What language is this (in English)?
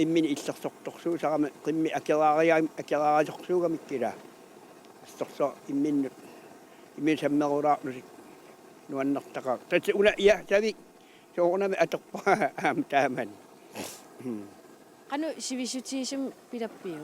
Kalaallisut